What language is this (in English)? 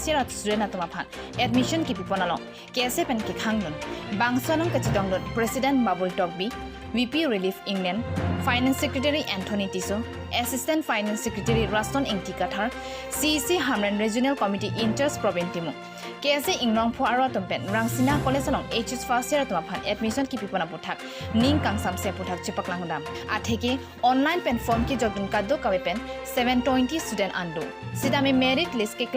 Karbi